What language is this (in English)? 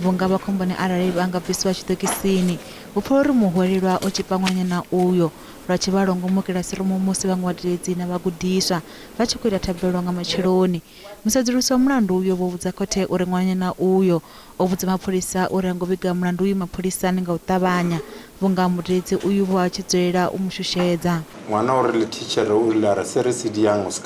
Venda